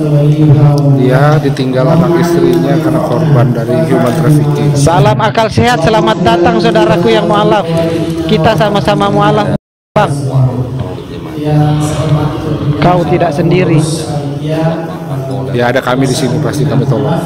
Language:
Indonesian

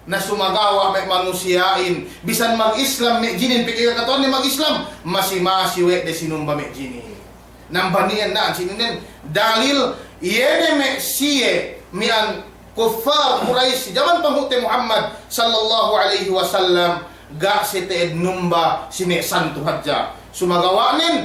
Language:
Yakan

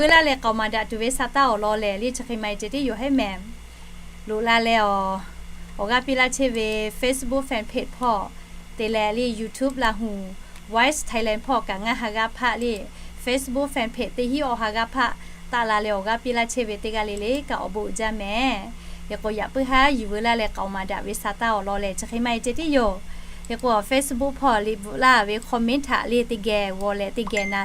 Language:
Lahu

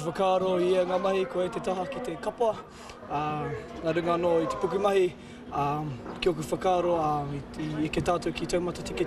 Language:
Māori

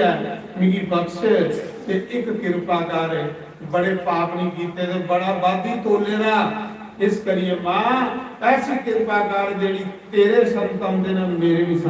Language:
Dogri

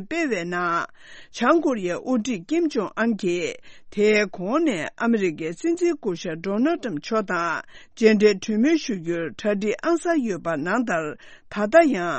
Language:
Tibetan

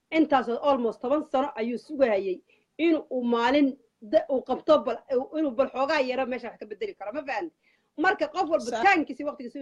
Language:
Somali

